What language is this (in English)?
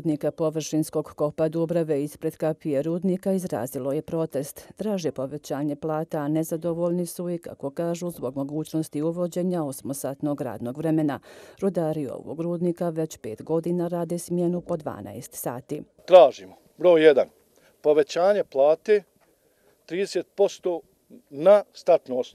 Bosnian